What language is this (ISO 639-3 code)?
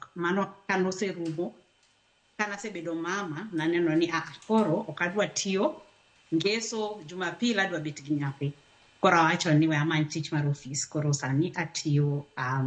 luo